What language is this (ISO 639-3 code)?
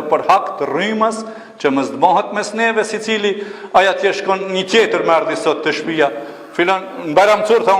sqi